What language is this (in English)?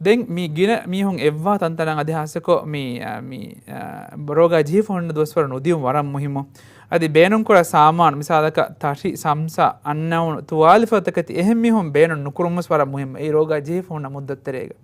Divehi